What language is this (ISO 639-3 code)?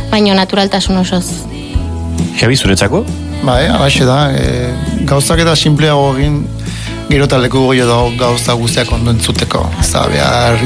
eus